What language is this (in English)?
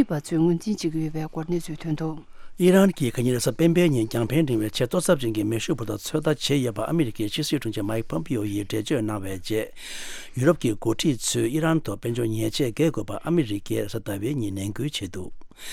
Tibetan